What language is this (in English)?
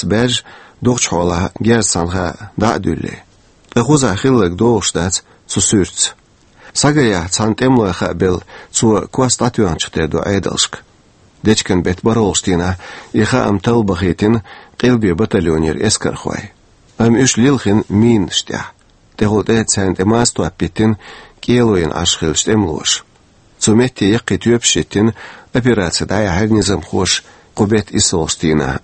Chechen